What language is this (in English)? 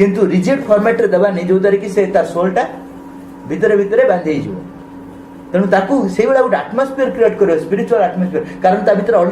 Odia